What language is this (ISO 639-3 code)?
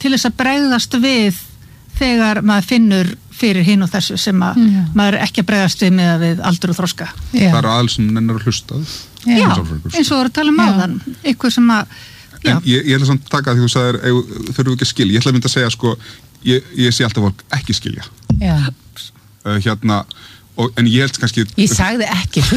isl